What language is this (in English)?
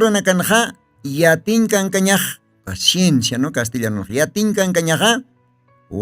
Aymara